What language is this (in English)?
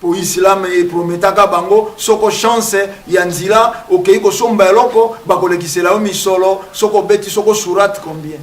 Lingala